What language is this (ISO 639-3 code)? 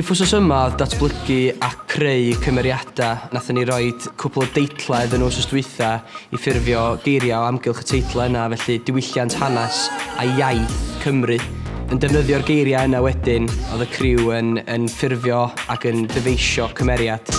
cym